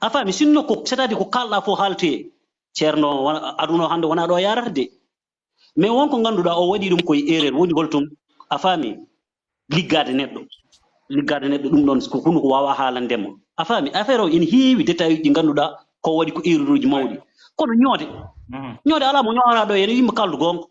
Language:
Fula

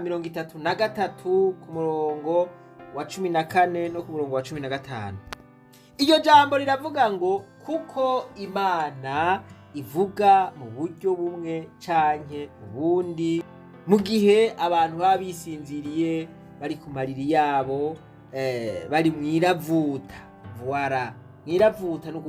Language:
Rundi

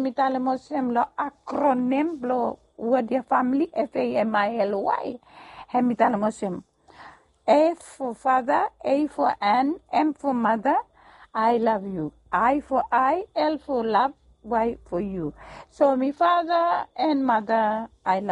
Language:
Bislama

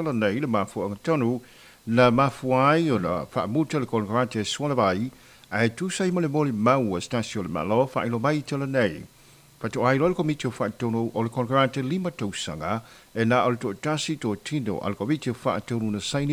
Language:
Samoan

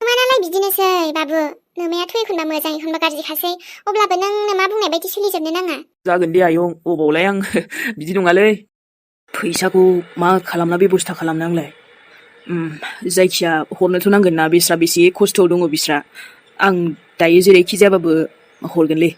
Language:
Bodo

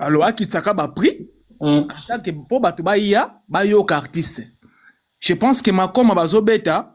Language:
Lingala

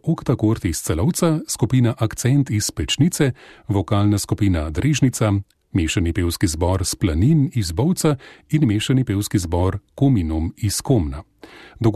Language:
Slovenian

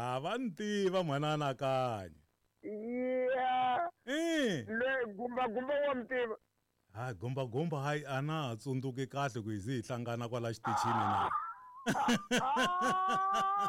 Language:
Tsonga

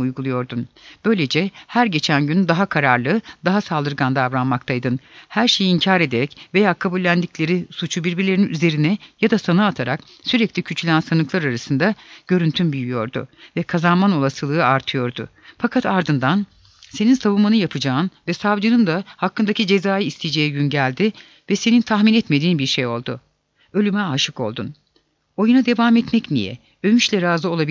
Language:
Turkish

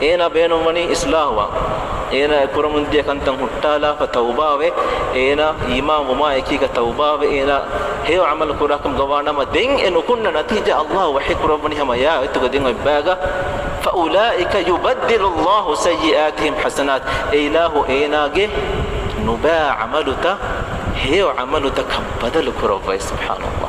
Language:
Divehi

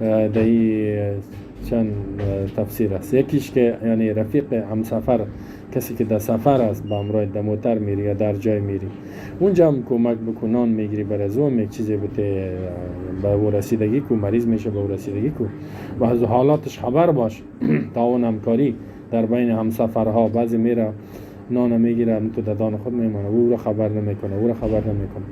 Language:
Persian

